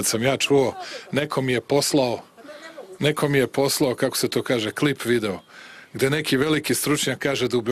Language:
Serbian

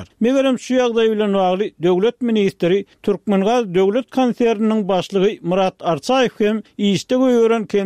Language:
Turkmen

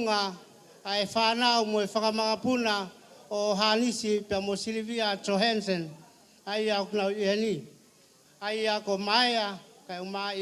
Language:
Tongan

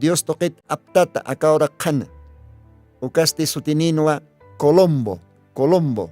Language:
Aymara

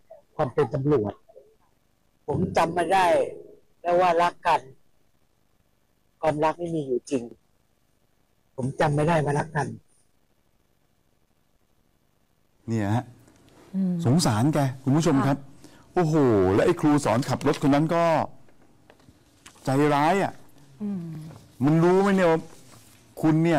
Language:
Thai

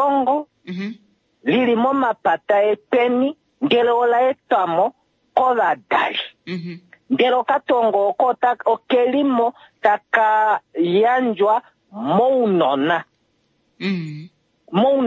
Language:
Kuanyama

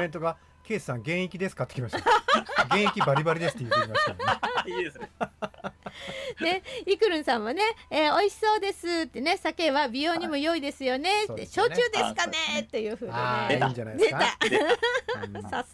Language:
Japanese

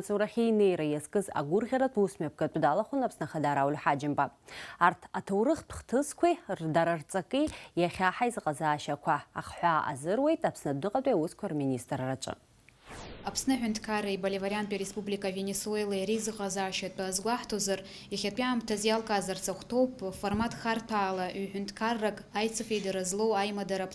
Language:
Abkhazian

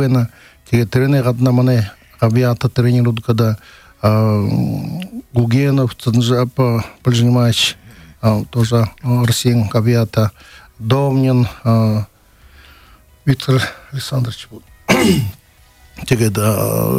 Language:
Buriat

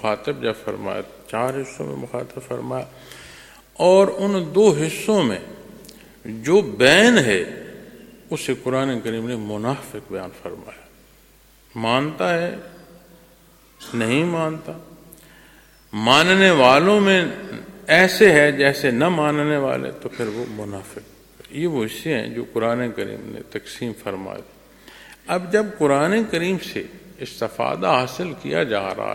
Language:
Urdu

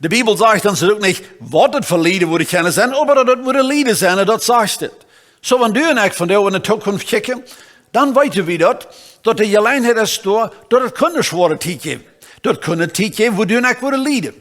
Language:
Plautdietsch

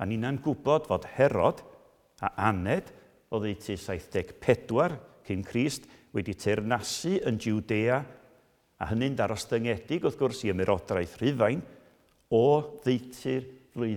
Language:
Welsh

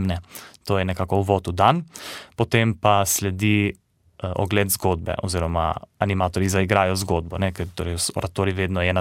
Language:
Slovenian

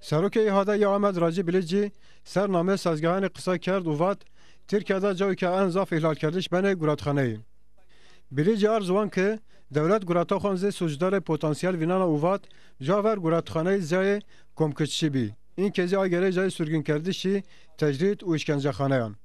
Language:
Zaza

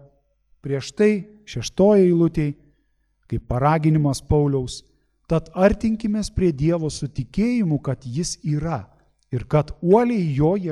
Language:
Lithuanian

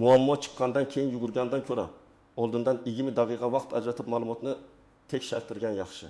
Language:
Uzbek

